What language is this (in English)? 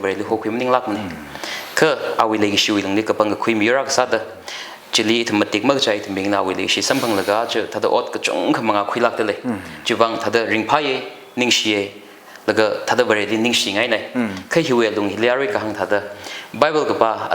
Tangkhul Naga (India)